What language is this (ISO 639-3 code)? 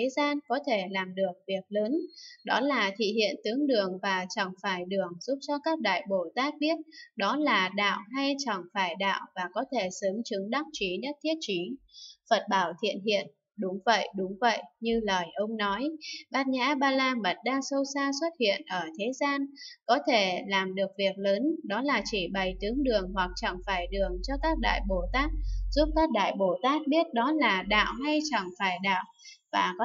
vie